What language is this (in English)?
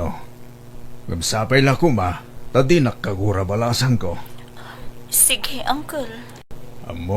Iloko